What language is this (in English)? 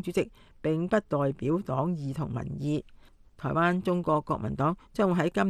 Cantonese